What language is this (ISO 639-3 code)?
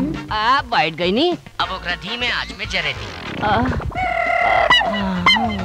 bho